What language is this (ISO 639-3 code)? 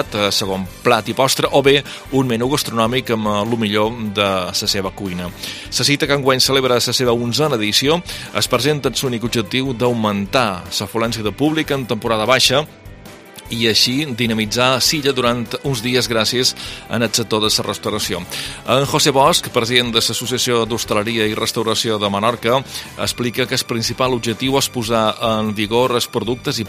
cat